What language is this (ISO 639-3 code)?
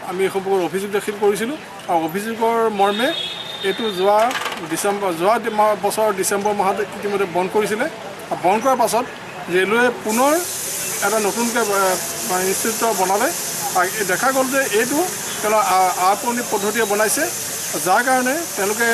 asm